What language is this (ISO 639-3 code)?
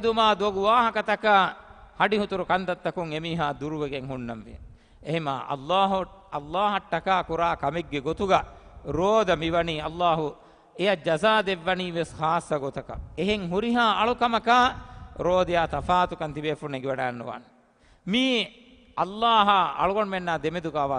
div